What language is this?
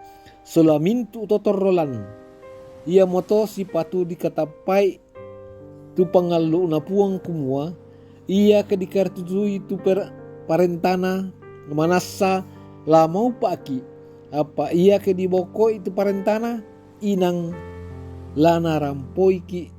Toraja-Sa'dan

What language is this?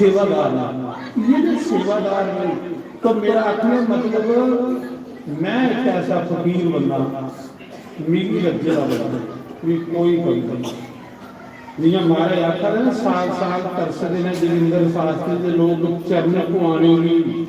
Dogri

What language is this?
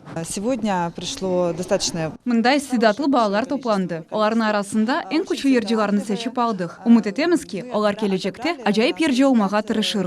Crimean Tatar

